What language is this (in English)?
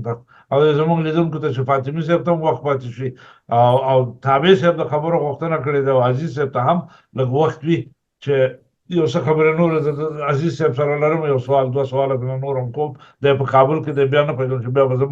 Pashto